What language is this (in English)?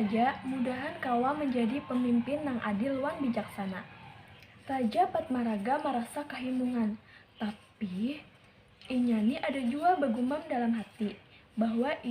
Banjar